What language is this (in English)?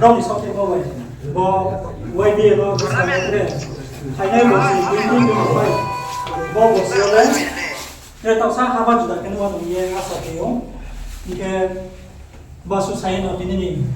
Riang (India)